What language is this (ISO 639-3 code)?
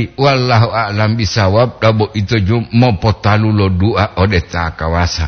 gor